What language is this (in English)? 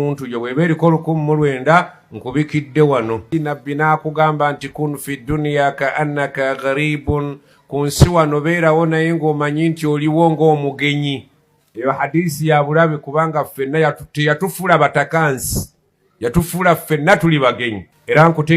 Ganda